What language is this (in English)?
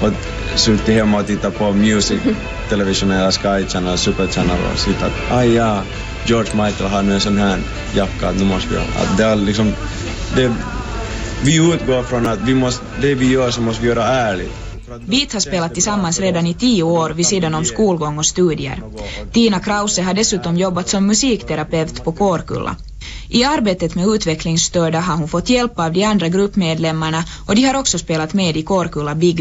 Swedish